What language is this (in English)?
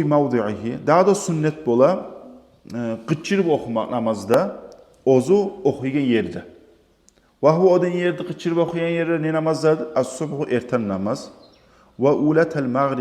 Kumyk